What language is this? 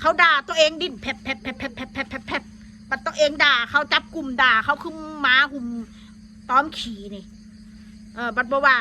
Northeastern Thai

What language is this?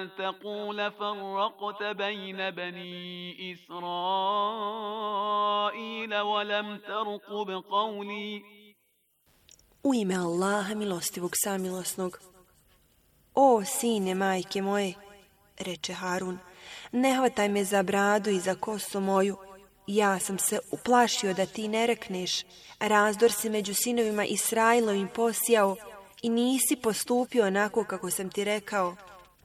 Bosnian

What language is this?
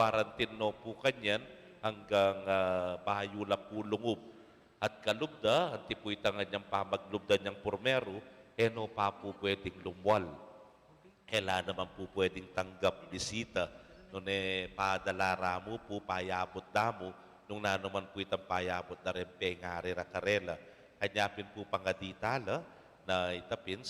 Pampanga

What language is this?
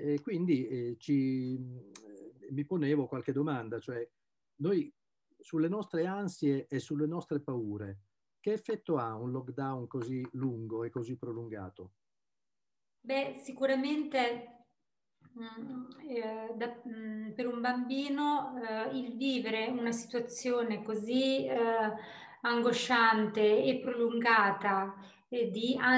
Italian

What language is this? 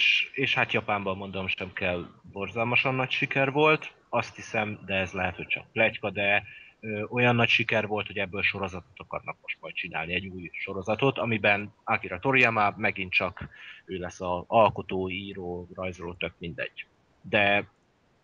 Hungarian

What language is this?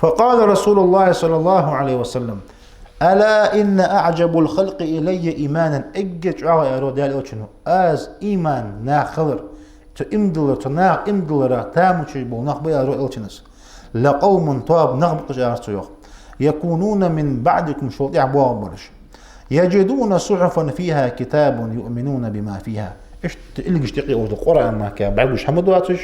Ingush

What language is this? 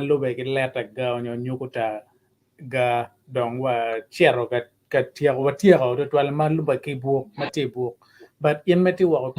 Acoli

